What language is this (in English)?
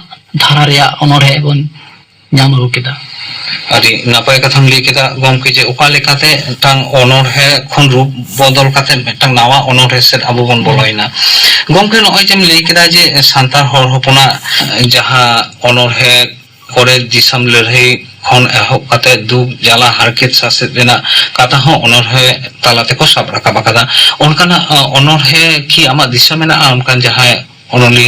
Santali